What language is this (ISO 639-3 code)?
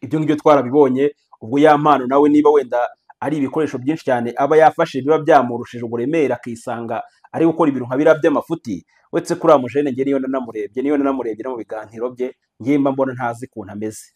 kin